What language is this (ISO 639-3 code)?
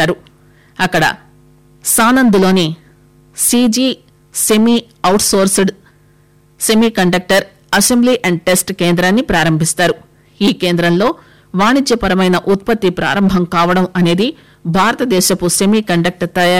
tel